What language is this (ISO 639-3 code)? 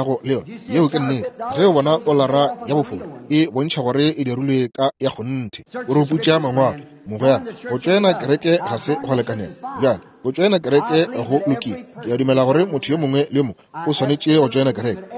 nso